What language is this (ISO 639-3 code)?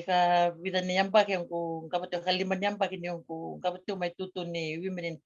fij